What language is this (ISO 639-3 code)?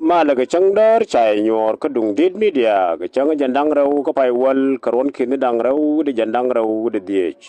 nus